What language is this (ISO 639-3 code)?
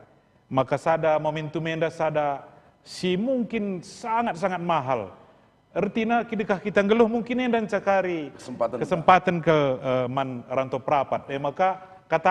btx